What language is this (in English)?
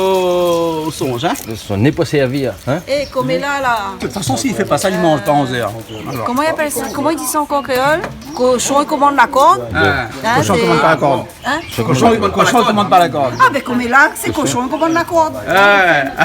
Réunion Creole French